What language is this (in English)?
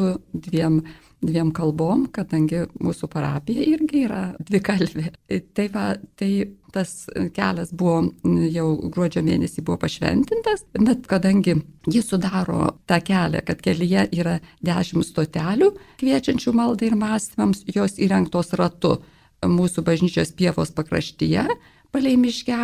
Lithuanian